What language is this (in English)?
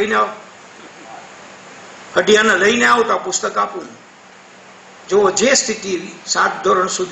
Gujarati